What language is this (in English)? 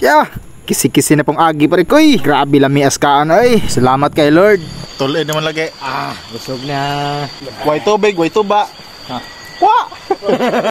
Cebuano